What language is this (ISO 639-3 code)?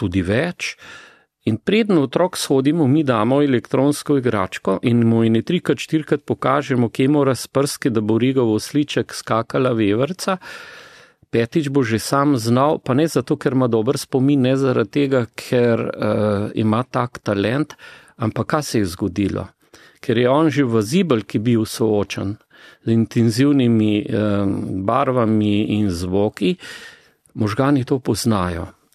slv